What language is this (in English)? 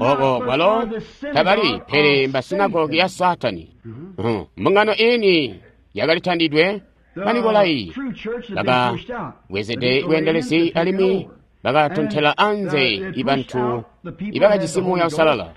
Tonga (Zambia)